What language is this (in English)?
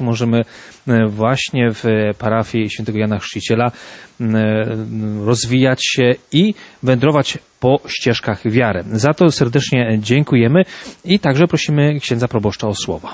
Polish